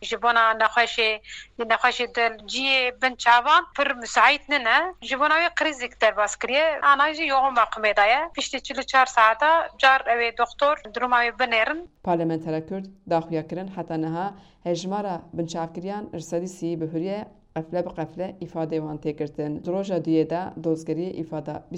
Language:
Kurdish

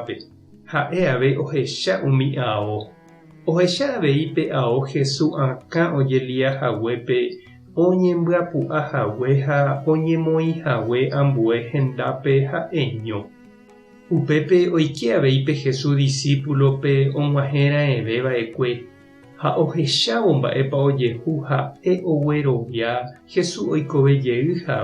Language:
Guarani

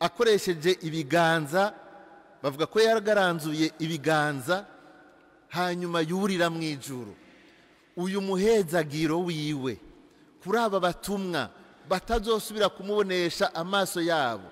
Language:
Rundi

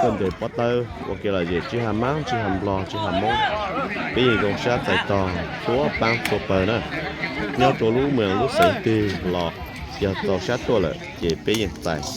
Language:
Hmong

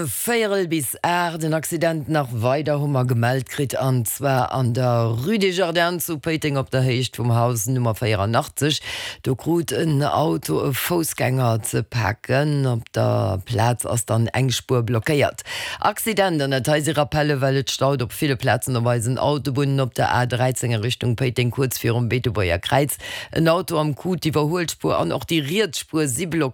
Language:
Luxembourgish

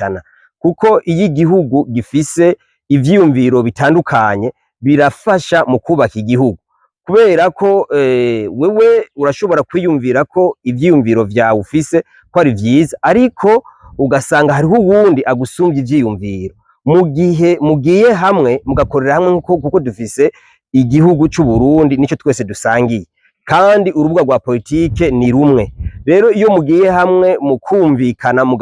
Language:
Rundi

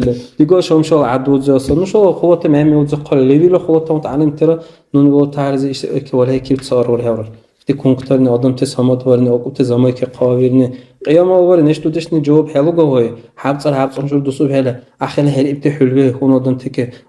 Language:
Dargwa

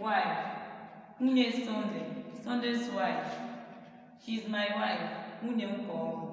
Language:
Igbo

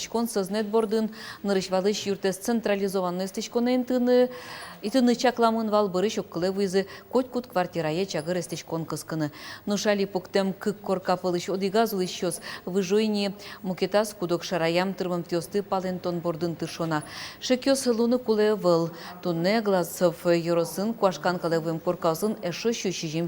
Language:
Udmurt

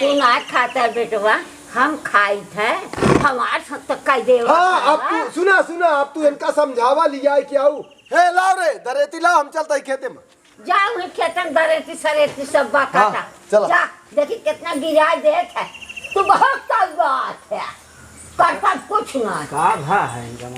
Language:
Awadhi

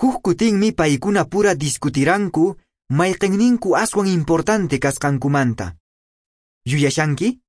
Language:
Quechua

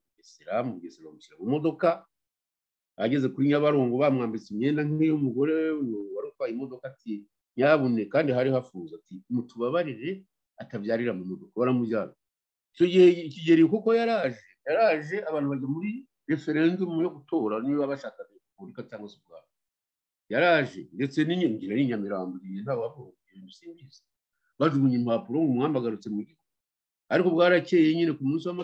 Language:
Kinyarwanda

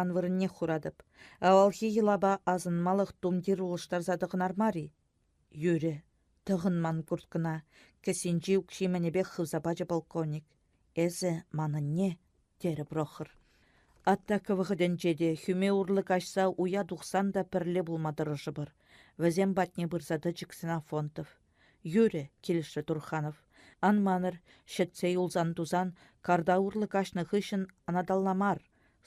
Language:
Chuvash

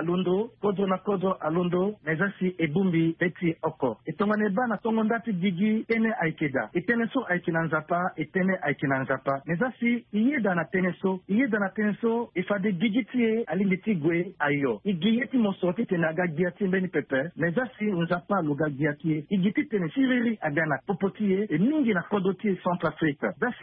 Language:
Sango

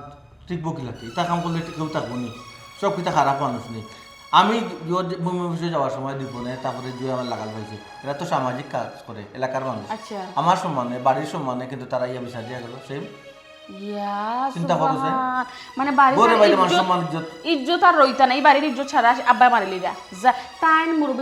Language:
Sylheti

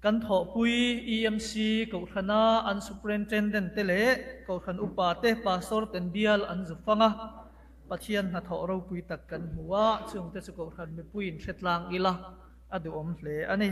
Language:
Mizo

